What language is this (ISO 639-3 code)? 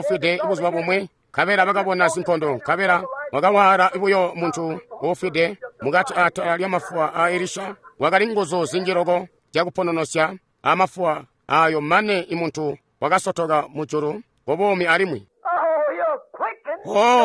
toi